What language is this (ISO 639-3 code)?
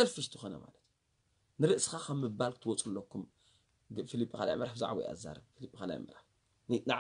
tir